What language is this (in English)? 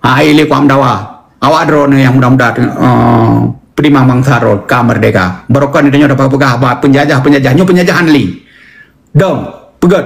Achinese